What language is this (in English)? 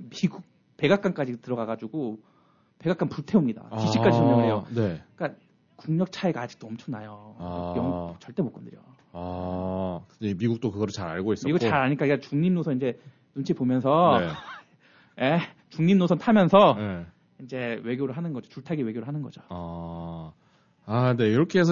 Korean